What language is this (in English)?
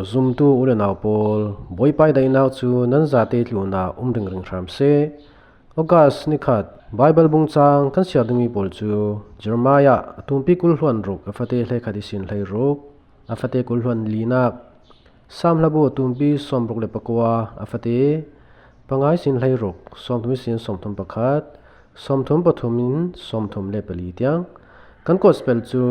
Falam Chin